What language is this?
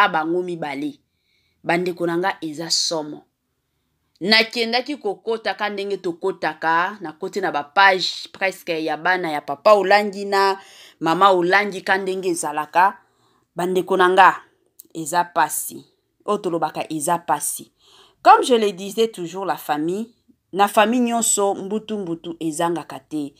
Lingala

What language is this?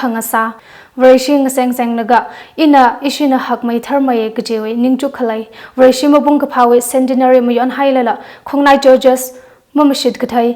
Tangkhul Naga (India)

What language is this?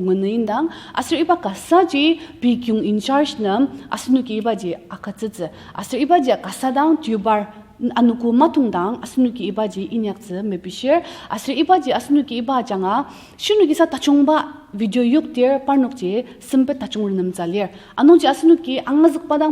Ao Naga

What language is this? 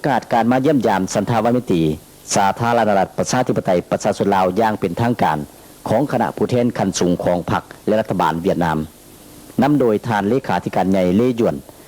Lao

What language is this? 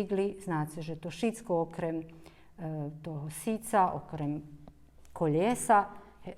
Rusyn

